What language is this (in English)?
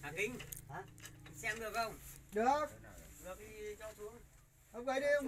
Vietnamese